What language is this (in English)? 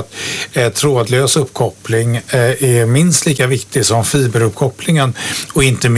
Swedish